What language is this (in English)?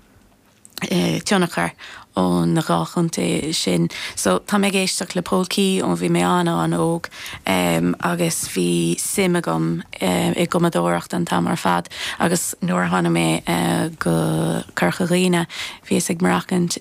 Irish